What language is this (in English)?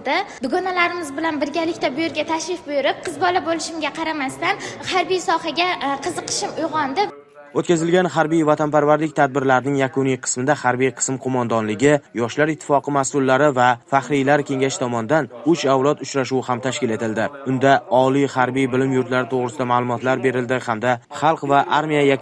Uzbek